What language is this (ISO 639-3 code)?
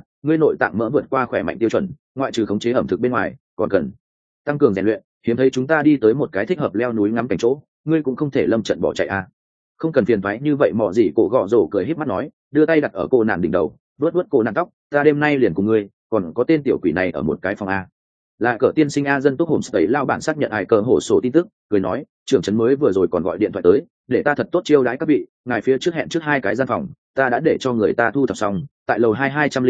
vie